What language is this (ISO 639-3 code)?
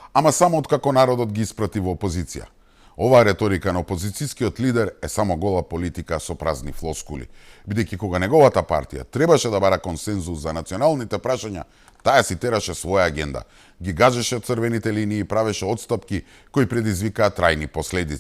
mkd